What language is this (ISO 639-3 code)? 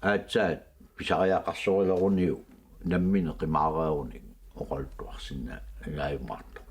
kal